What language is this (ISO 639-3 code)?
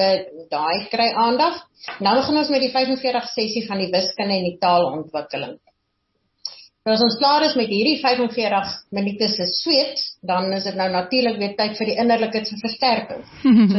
afr